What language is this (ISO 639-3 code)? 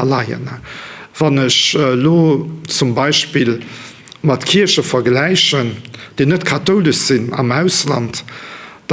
ltz